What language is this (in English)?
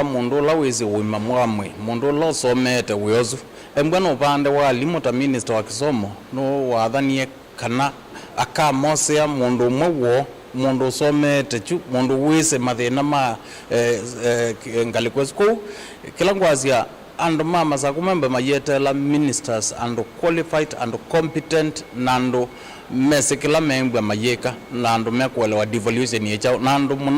Kamba